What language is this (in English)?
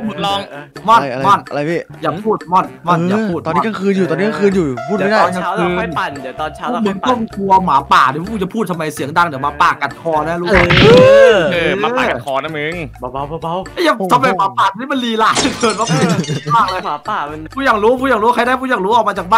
Thai